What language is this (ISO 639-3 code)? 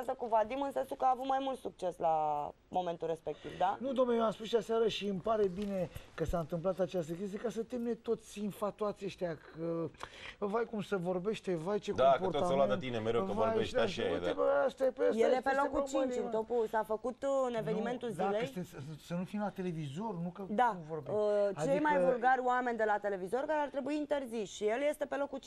ron